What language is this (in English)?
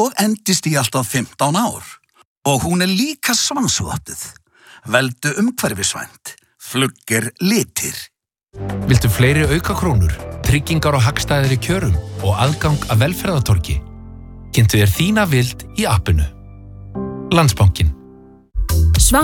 Icelandic